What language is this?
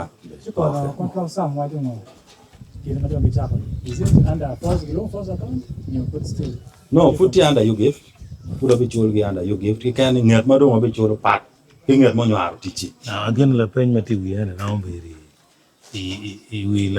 Acoli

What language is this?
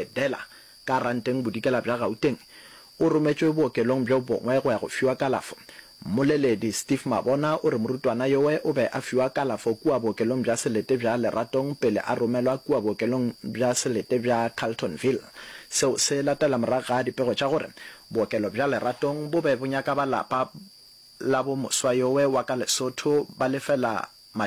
Northern Sotho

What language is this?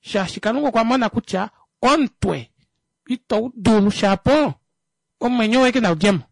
Kuanyama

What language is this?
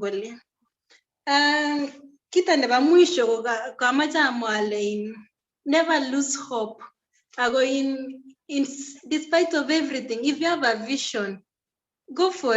Kalenjin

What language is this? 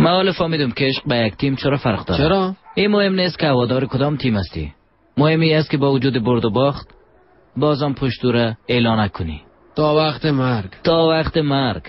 Persian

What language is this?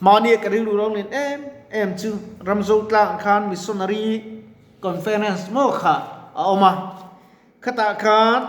Mizo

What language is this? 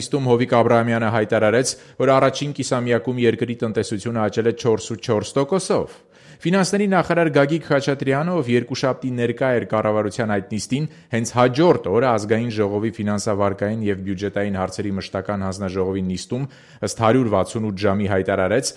Armenian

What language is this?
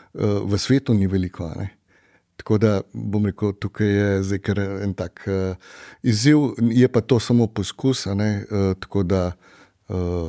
Slovenian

